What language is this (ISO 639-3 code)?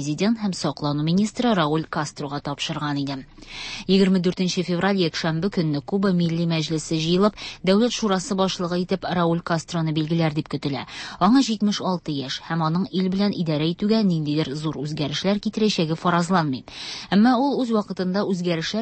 tat